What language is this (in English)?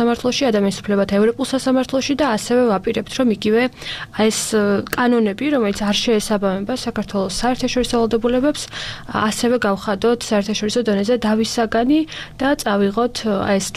Georgian